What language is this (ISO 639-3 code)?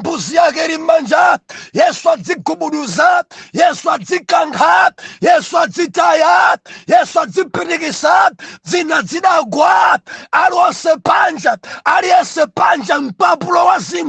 nya